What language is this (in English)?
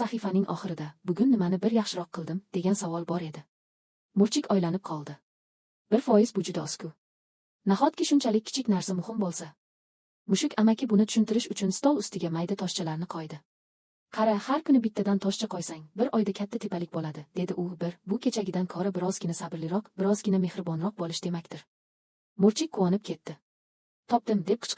Uzbek